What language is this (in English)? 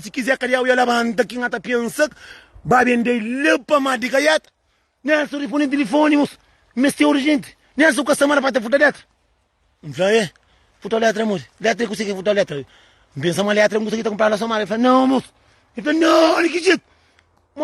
Kabuverdianu